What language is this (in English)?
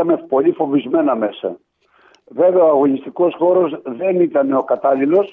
Greek